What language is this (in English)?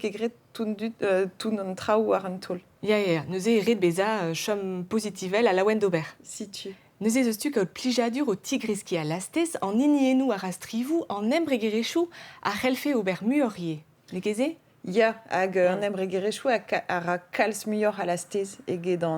Breton